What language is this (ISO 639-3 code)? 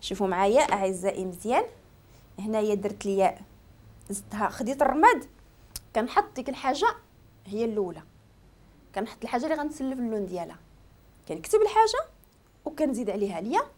ary